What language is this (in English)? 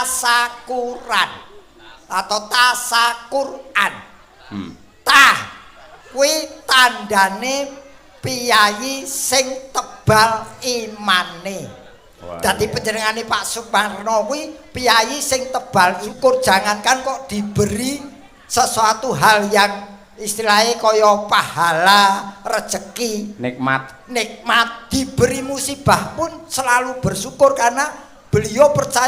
Javanese